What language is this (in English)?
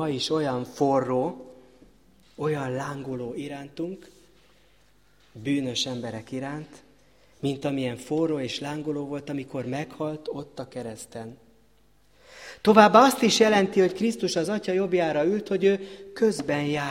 Hungarian